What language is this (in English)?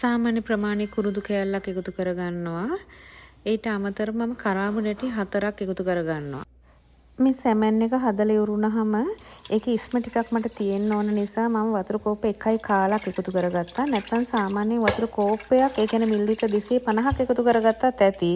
Sinhala